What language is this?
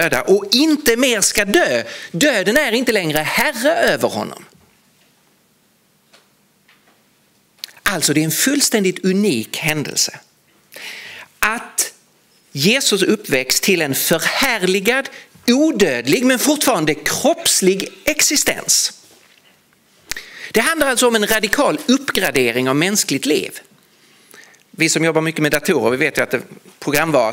Swedish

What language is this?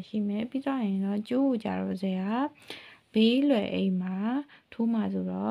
Burmese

